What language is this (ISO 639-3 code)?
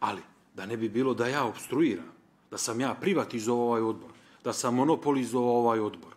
bos